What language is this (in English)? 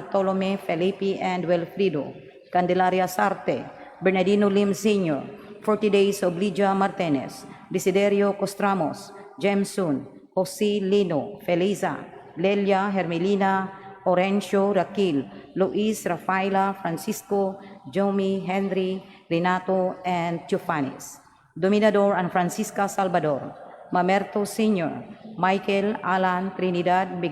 Cebuano